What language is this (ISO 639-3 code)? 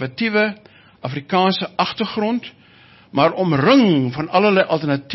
afr